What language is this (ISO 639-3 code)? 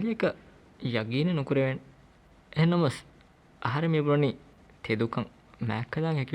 div